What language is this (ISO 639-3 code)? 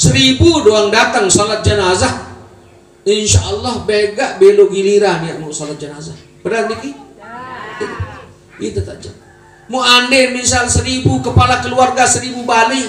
sas